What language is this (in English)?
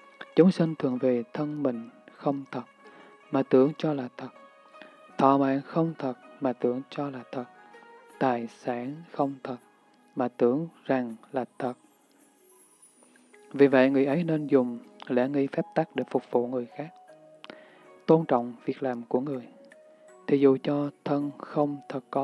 Vietnamese